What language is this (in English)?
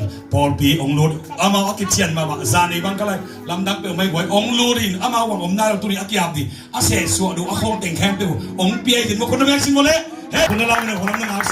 Tedim Chin